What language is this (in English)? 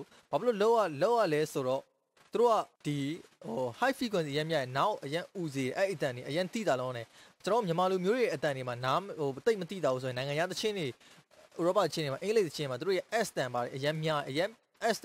Burmese